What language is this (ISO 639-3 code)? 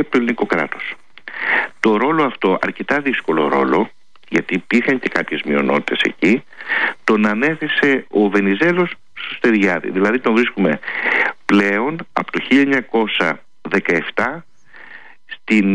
ell